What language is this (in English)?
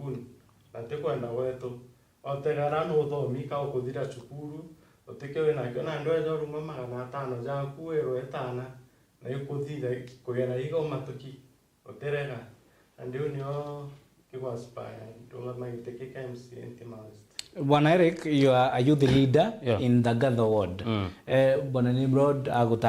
Meru